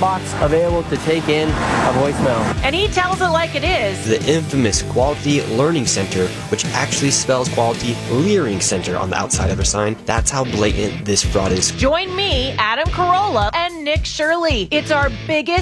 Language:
English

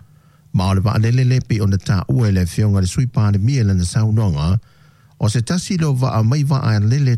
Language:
Samoan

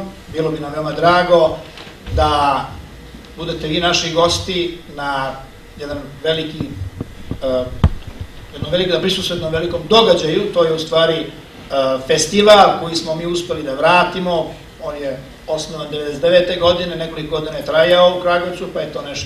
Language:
Serbian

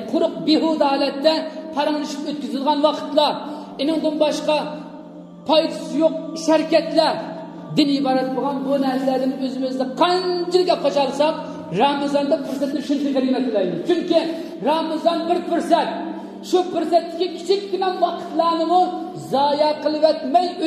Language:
Uyghur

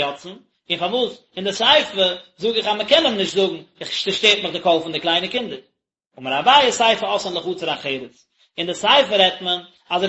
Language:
Yiddish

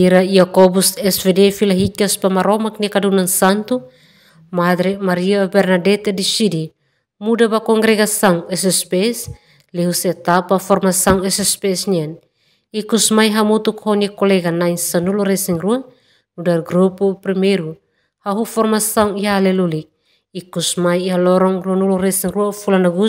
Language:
Tetum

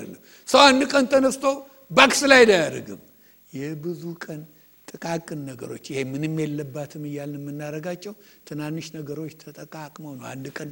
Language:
Amharic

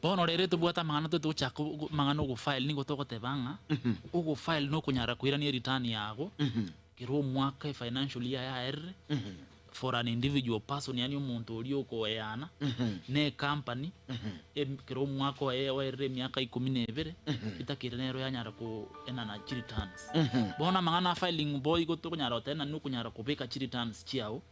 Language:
Gusii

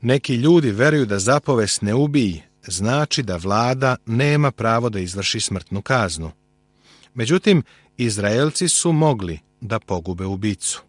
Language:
Serbian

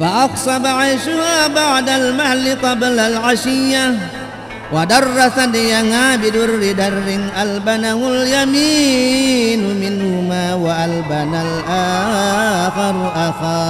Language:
Buginese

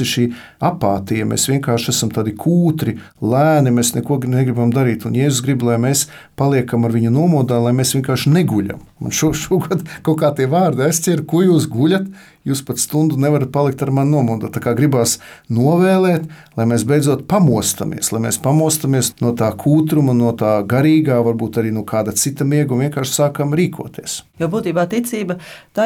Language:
Latvian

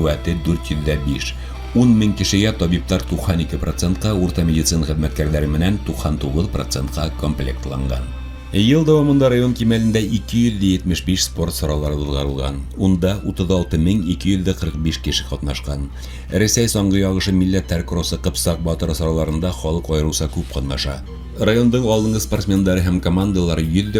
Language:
Bashkir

